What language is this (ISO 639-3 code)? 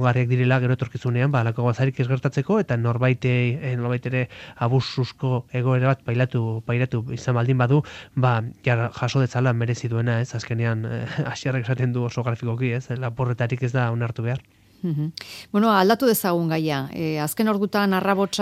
eus